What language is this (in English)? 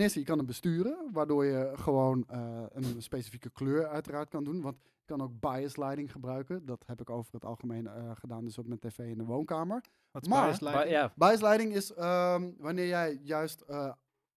Dutch